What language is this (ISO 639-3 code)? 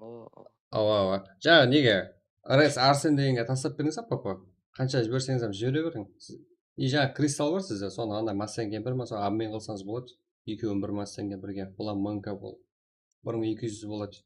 kaa